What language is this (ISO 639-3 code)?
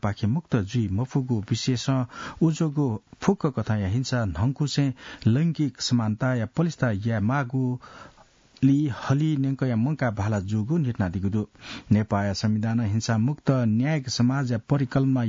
new